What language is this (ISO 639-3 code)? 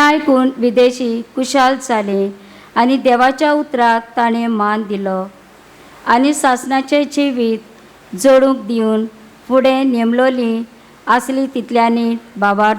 kok